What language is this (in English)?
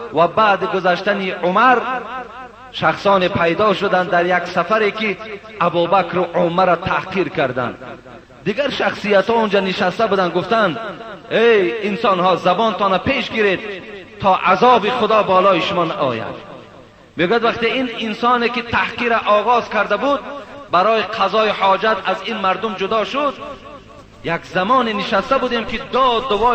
Persian